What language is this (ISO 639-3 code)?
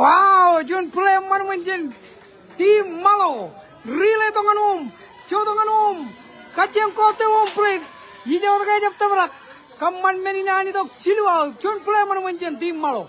mah